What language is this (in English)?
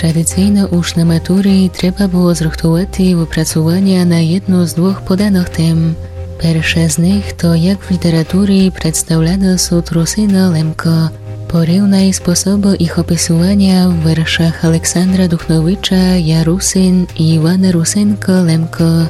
Rusyn